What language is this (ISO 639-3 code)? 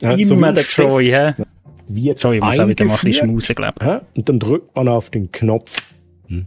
gsw